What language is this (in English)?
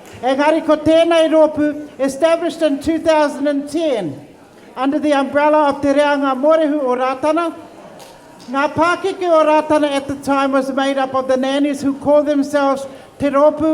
Māori